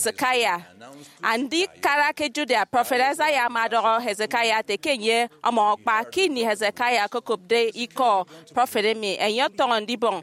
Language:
Efik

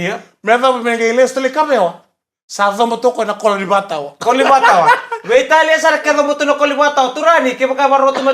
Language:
Fijian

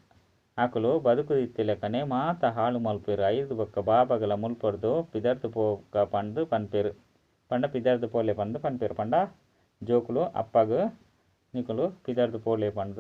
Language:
Tulu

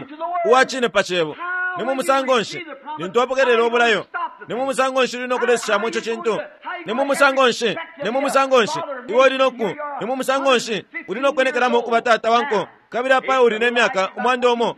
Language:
Bemba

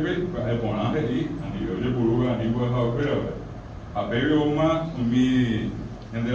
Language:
Guarani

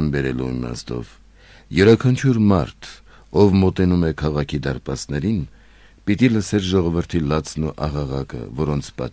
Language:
Armenian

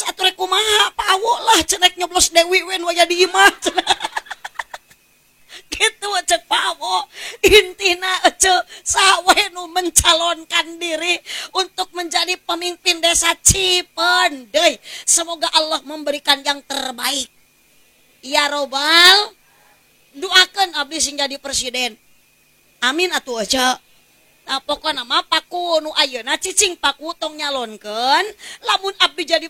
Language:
Sundanese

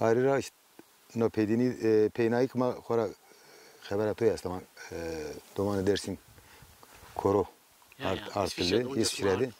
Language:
Zaza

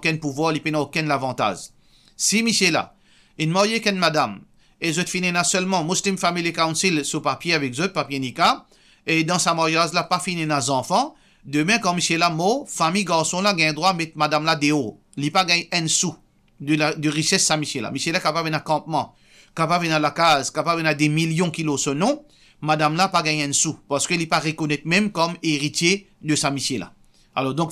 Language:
Morisyen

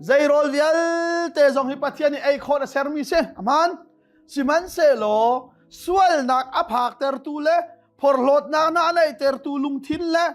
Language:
Hakha Chin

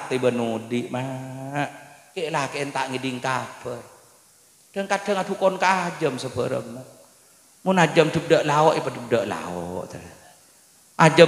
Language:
Madurese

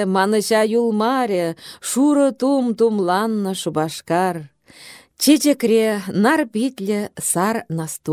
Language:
Chuvash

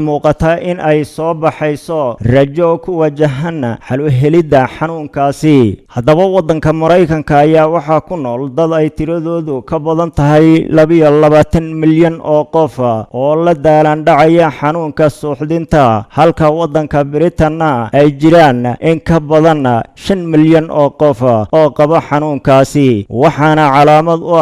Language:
Somali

